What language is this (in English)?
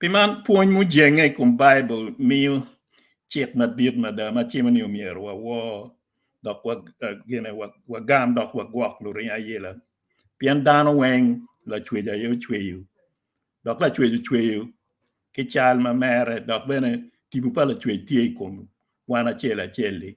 Acoli